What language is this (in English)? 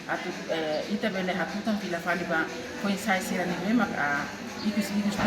Tetum